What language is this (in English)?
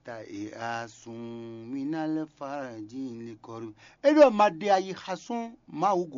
Fon